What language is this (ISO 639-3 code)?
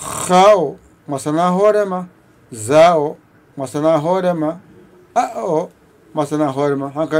ful